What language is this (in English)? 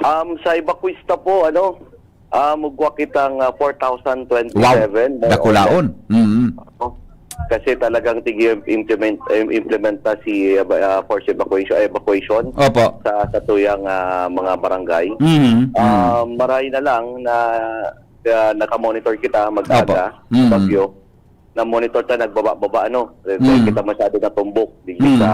Bikol